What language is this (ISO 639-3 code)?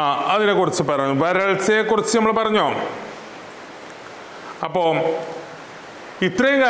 mal